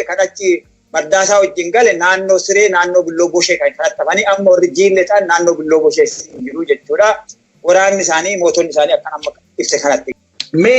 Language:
Oromo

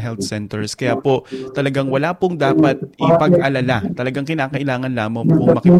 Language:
Filipino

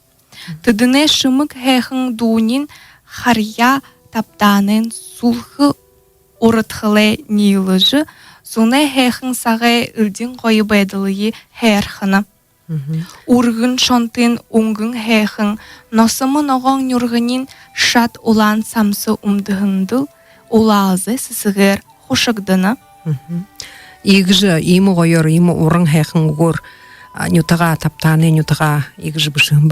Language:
Buriat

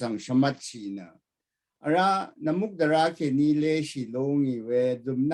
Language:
Rawang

